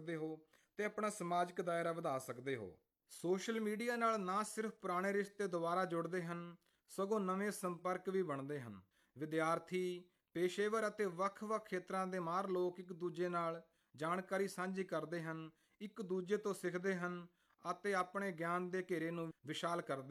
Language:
Punjabi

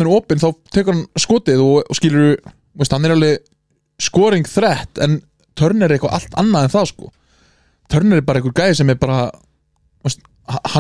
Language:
Icelandic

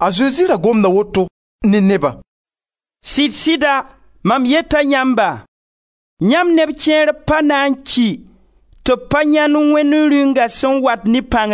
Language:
Mossi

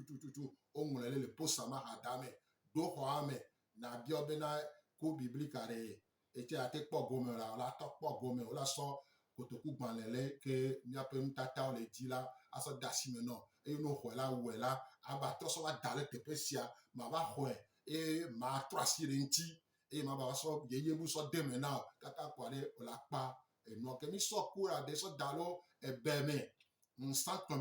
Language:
Gen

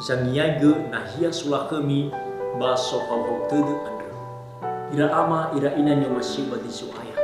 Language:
Nias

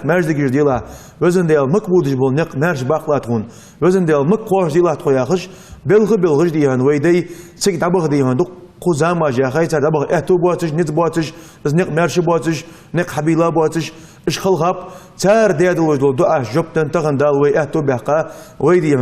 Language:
Ingush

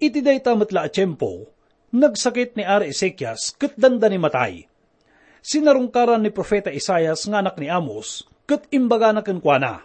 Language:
Iloko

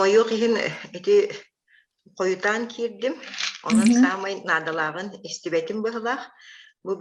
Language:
Yakut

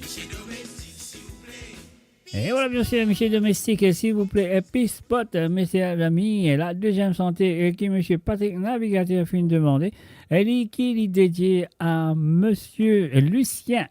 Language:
Morisyen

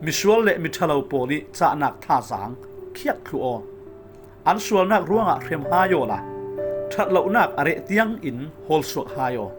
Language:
Falam Chin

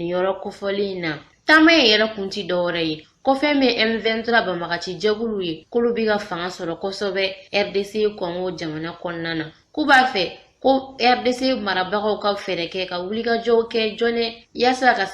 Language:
Bambara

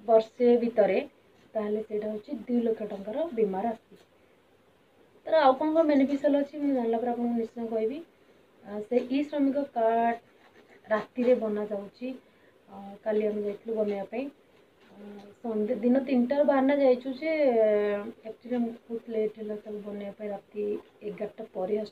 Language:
Odia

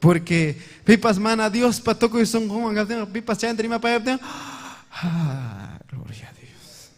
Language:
Ayacucho Quechua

